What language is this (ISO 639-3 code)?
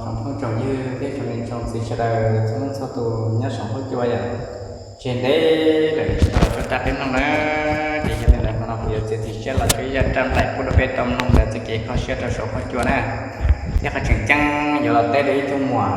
hmn